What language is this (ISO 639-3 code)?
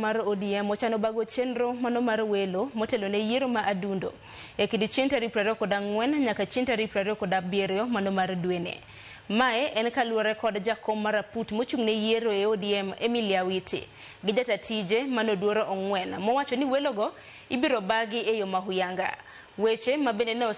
luo